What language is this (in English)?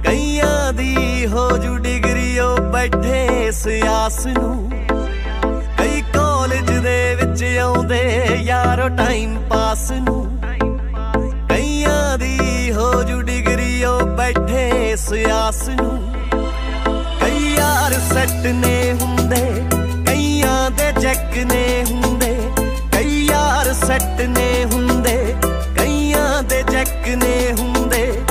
Punjabi